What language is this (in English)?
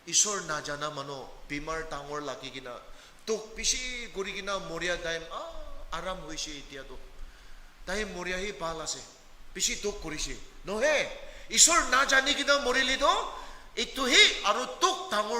Naga Pidgin